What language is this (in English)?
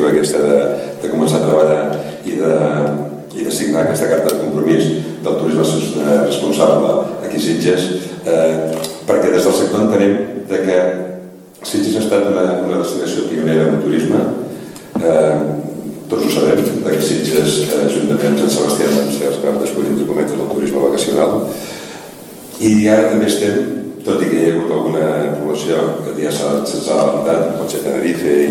Catalan